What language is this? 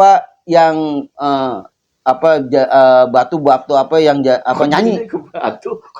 Betawi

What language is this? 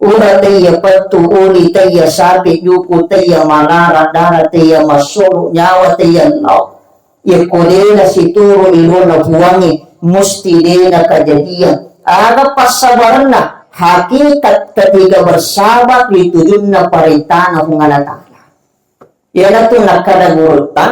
Buginese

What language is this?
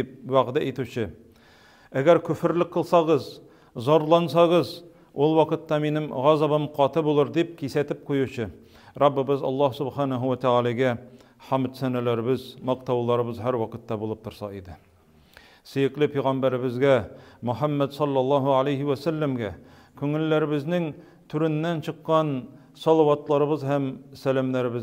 Tatar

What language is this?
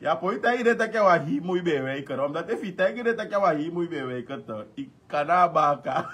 Sranan Tongo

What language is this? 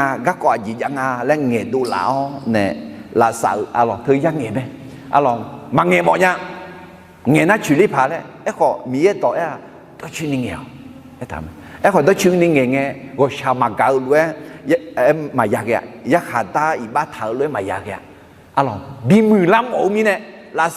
Akha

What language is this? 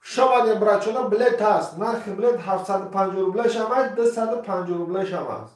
Tajik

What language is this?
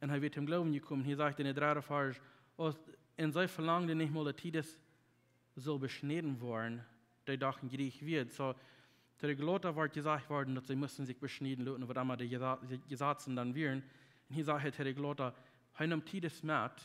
Plautdietsch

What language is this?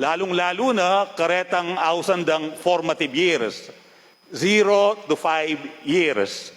Pampanga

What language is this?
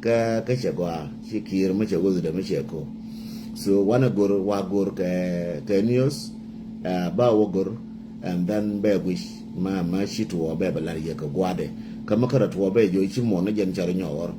Nuer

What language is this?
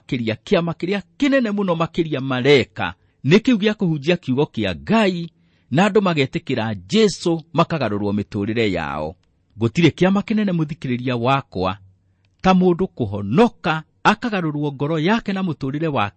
Kikuyu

